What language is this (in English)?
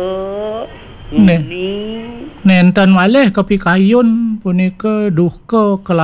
Balinese